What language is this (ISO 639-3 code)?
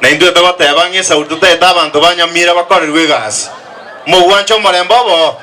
guz